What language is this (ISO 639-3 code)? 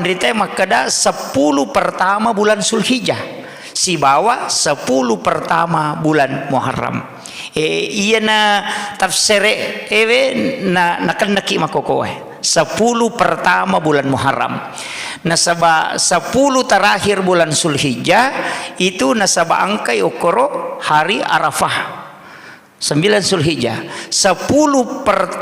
bug